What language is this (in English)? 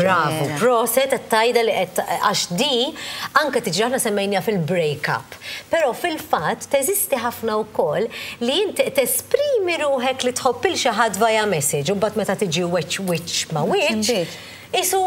Maltese